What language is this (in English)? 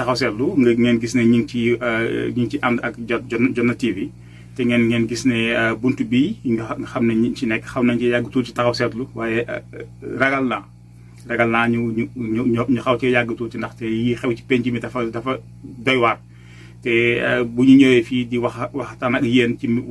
Wolof